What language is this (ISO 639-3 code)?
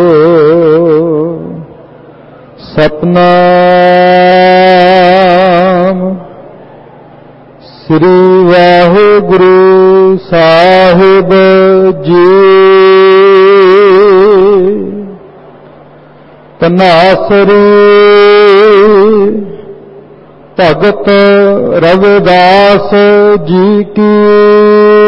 pan